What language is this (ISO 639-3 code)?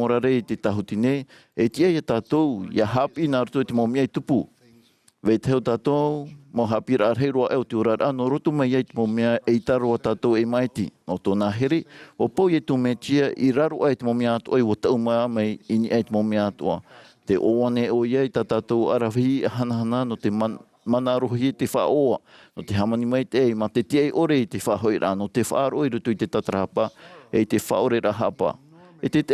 tah